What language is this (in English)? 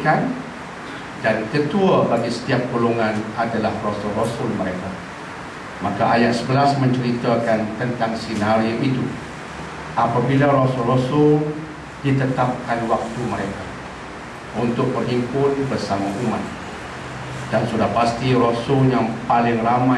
Malay